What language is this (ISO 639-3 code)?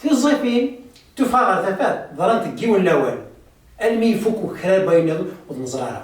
kab